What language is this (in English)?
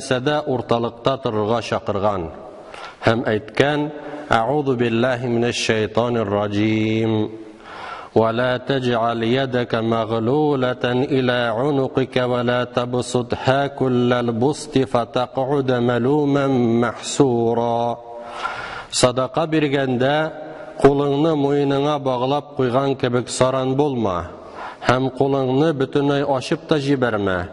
Tatar